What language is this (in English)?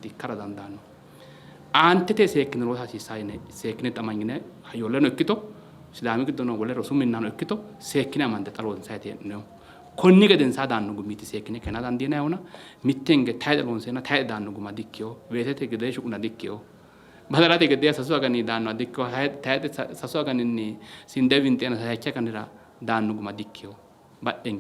Sidamo